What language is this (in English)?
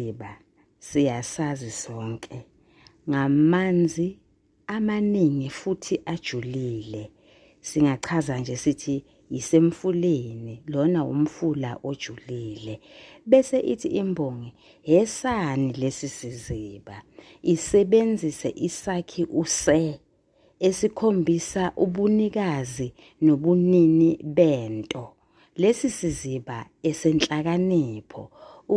Zulu